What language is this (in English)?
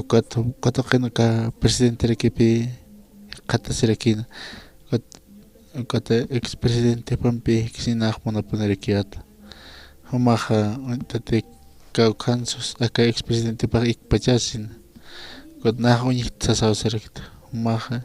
Aymara